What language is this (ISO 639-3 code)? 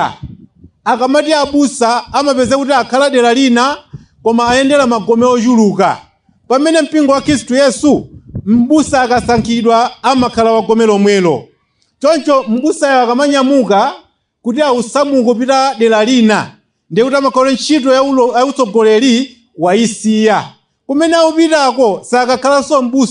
nya